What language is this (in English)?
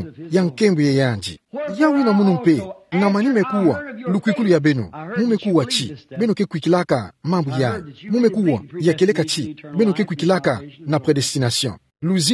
Kituba (Democratic Republic of Congo)